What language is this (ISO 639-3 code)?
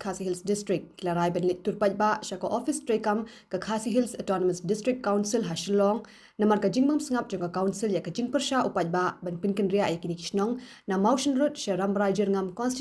kha